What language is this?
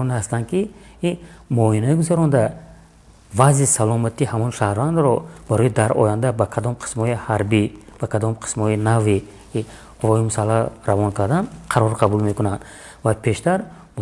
Tajik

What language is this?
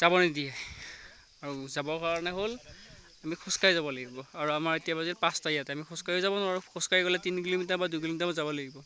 Assamese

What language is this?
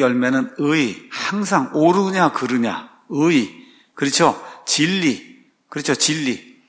Korean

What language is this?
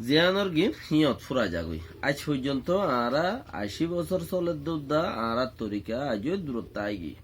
Rohingya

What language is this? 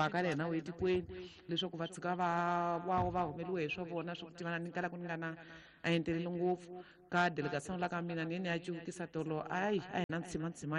Tsonga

